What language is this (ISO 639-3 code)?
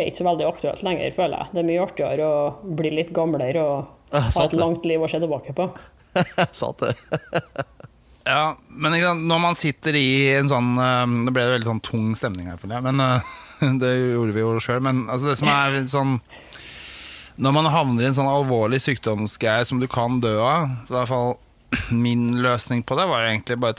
nor